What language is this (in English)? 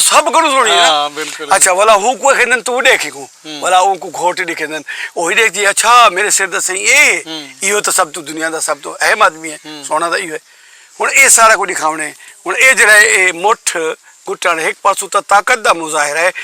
Saraiki